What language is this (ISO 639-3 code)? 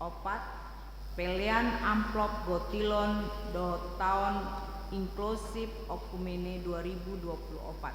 bbc